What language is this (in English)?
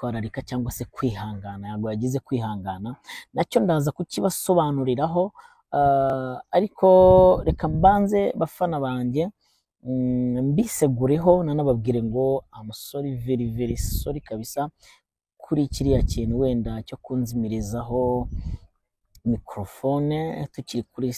Kinyarwanda